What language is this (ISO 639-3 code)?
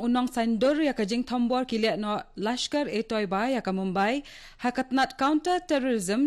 kha